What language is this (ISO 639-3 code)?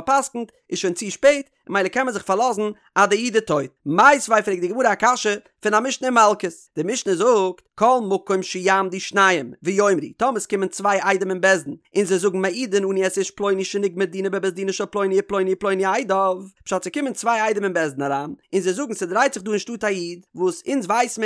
yid